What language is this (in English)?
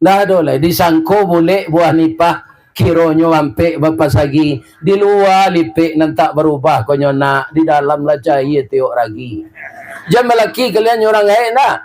Minangkabau